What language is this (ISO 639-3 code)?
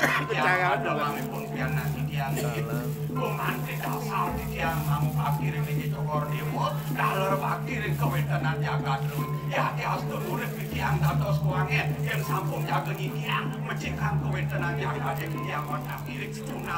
ban